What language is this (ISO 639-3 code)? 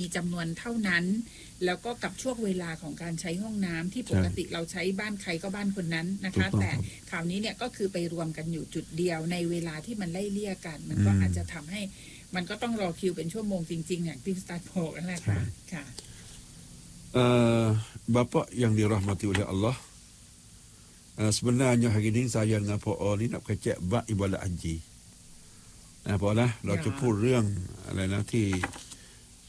tha